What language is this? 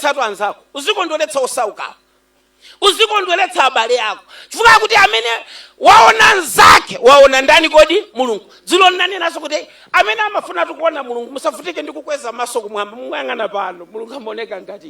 Nyanja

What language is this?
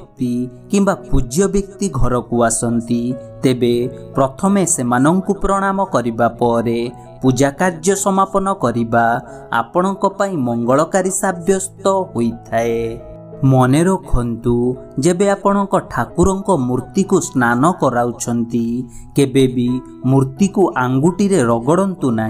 Odia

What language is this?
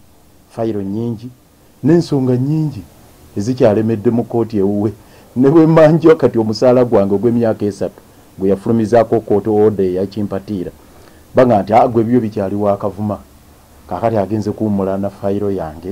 Ganda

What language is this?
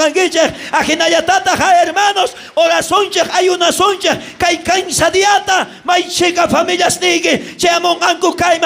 South Bolivian Quechua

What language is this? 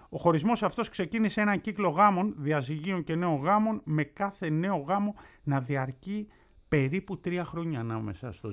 Greek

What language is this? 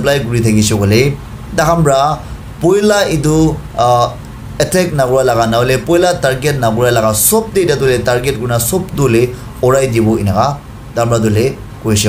Naga Pidgin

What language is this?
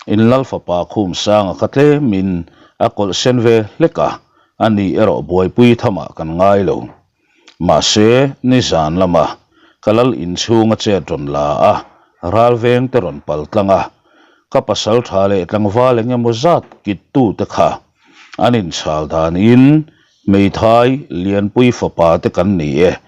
Mizo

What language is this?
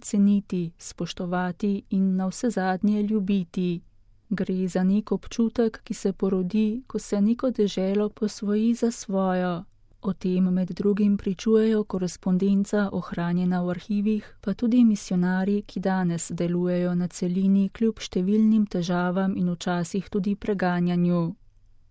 Slovenian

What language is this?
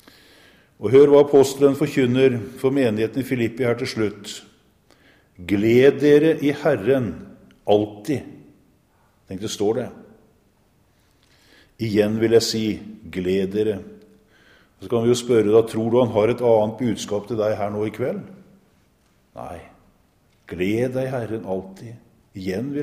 Norwegian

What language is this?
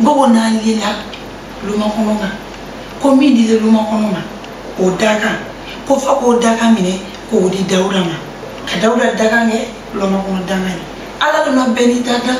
Bambara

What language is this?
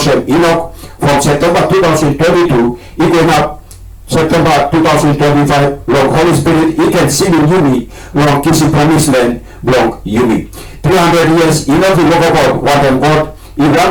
Tok Pisin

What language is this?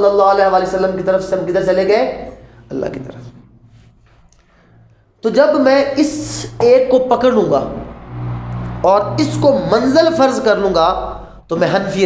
Urdu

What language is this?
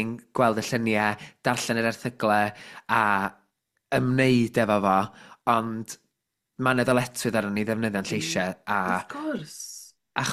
Welsh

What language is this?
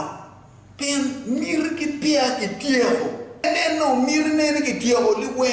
Acoli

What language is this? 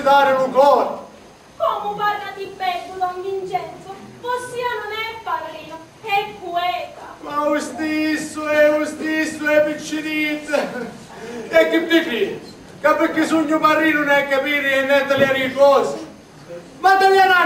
Sicilian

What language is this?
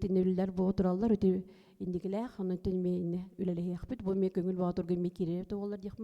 Yakut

